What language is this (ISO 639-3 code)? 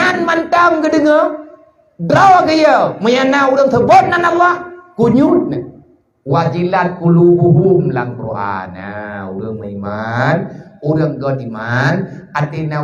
ace